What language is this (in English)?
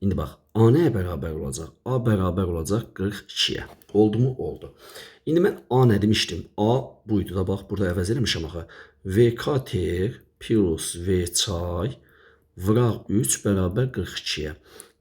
Azerbaijani